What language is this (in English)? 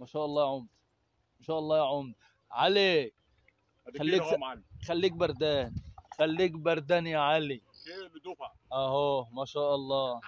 Egyptian Arabic